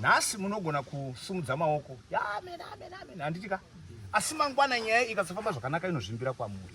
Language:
Shona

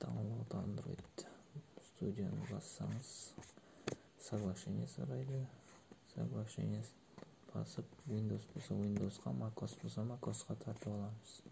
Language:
Kara-Kalpak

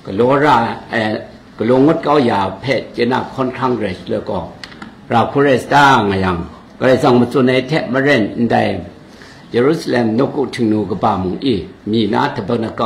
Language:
Kachin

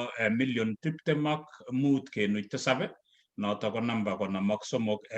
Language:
Kalenjin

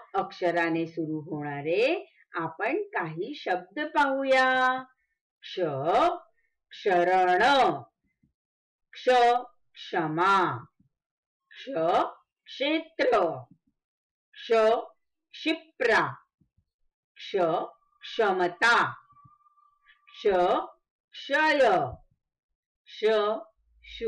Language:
Marathi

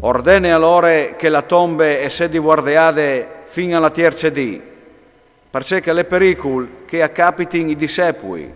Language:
Friulian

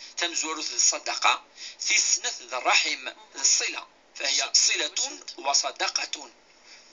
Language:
Kabyle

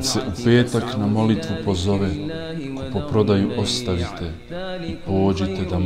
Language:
Bosnian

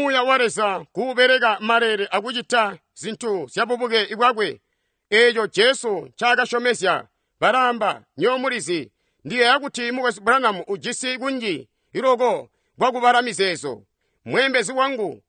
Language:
Tonga (Zambia)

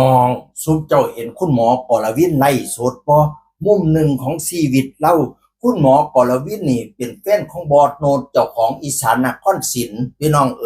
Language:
Northeastern Thai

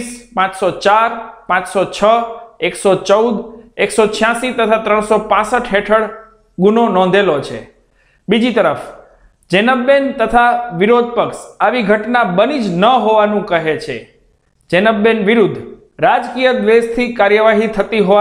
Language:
Gujarati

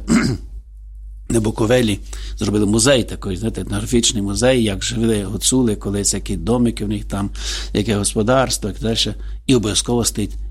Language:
Ukrainian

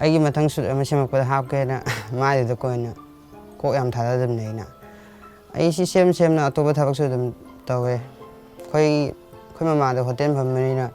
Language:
Manipuri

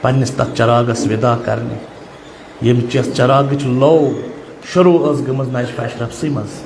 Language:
Kashmiri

